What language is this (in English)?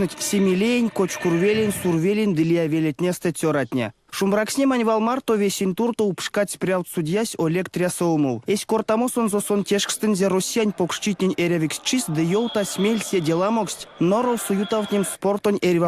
Erzya